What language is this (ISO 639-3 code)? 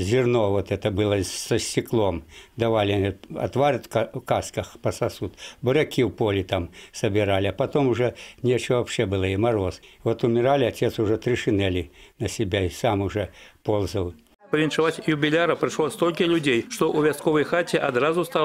bel